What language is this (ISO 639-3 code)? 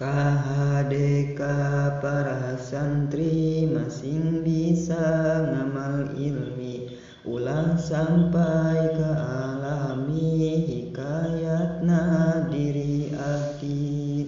sun